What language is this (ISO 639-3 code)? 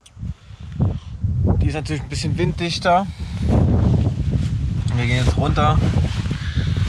deu